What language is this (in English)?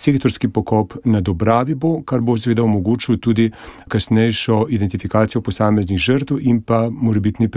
Slovenian